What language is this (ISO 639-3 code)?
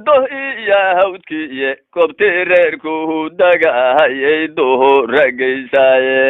som